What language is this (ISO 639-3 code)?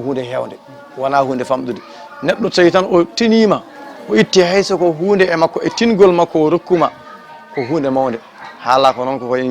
ful